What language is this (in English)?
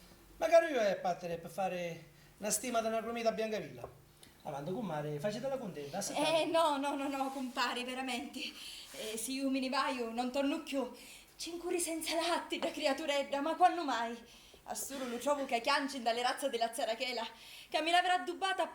Sicilian